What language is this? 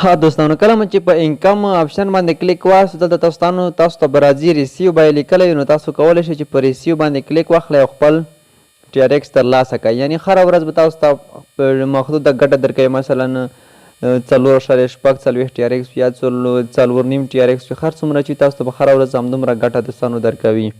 Pashto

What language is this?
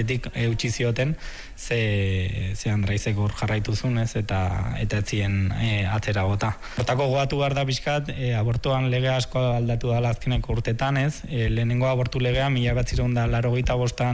Basque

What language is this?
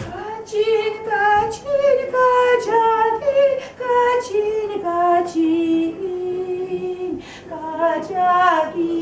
Chuvash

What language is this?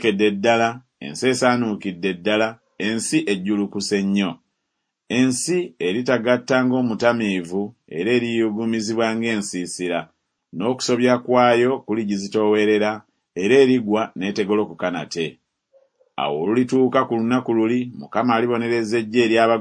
Ganda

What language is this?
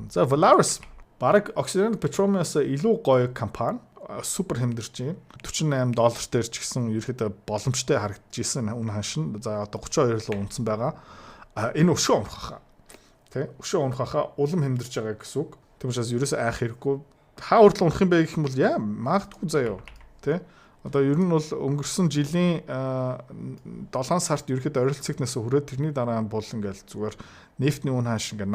Mongolian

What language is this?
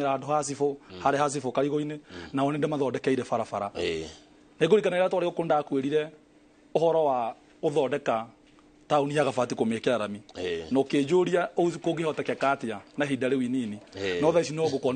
Kikuyu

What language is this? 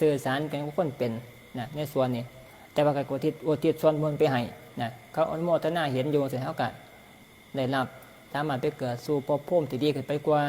Northeastern Thai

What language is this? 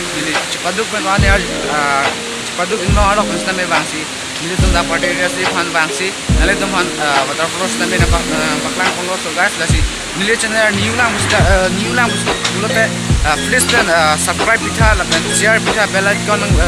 Karbi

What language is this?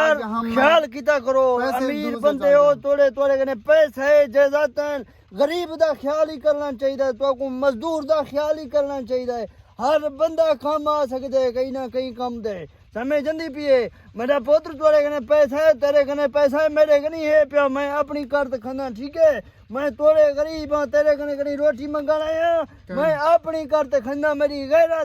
Saraiki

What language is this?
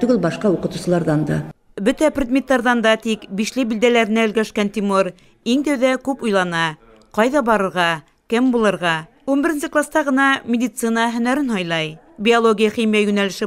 Bashkir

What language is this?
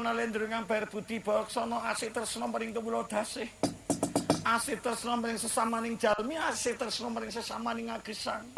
Javanese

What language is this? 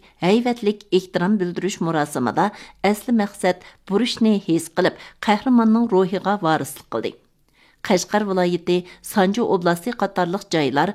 Uyghur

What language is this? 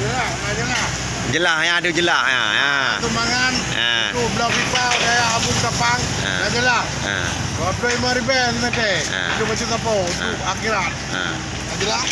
Achinese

